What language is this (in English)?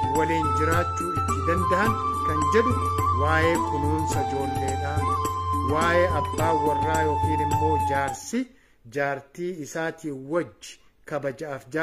Oromo